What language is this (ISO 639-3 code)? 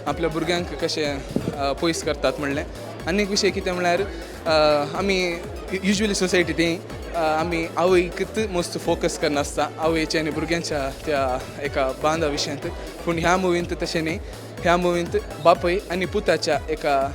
kok